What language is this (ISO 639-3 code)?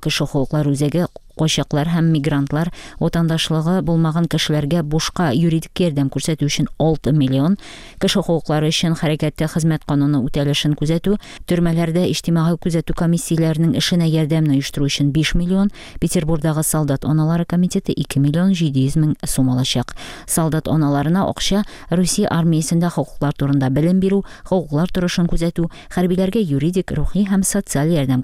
tat